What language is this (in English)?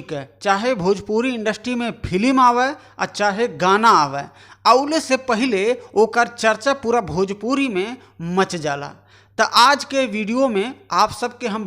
Bhojpuri